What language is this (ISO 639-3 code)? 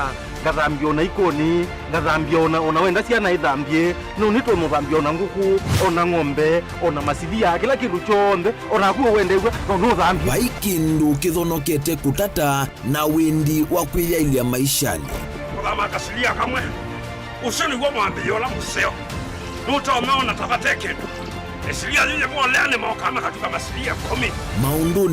kam